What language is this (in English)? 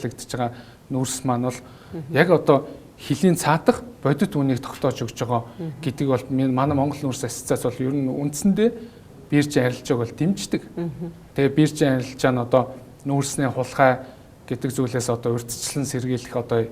Mongolian